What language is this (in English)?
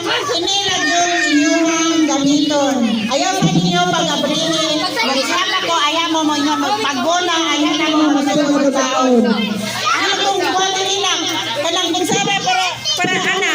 Cebuano